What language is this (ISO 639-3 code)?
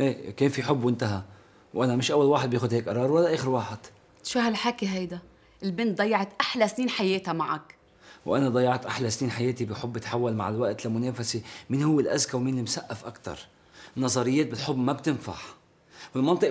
apc